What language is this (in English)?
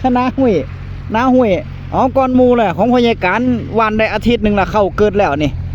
Northeastern Thai